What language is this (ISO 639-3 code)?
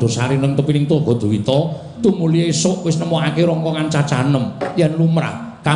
jav